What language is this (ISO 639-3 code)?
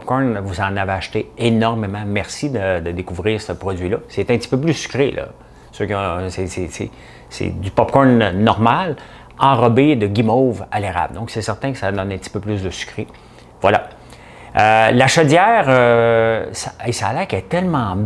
fra